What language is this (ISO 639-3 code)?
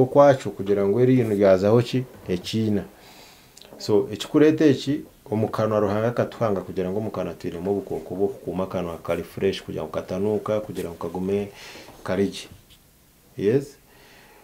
nyn